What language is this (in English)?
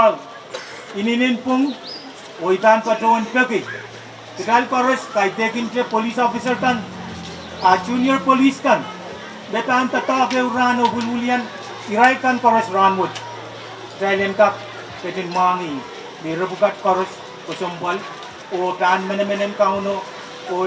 Pohnpeian